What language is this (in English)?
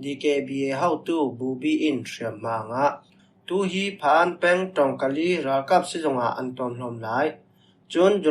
Falam Chin